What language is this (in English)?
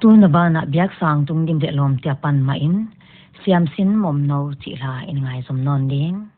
Paite Chin